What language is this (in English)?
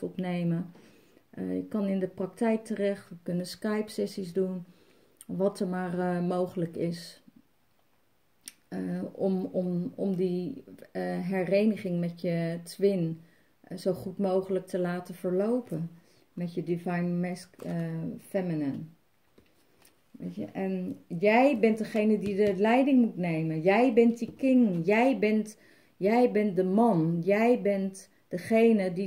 Dutch